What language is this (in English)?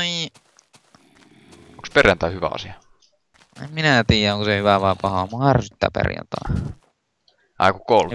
Finnish